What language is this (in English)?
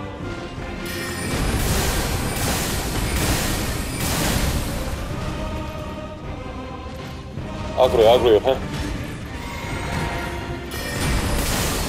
Turkish